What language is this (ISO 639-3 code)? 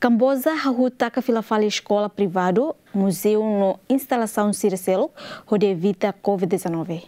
tet